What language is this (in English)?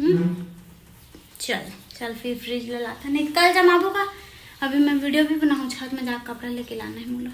Chhattisgarhi